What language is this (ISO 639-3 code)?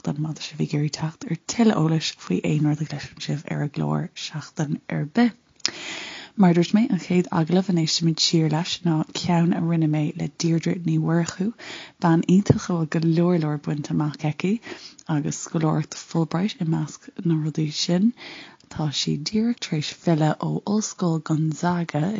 gle